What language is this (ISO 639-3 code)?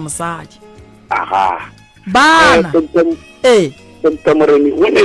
nso